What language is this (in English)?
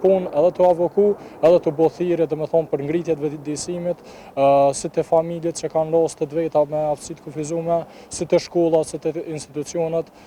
Albanian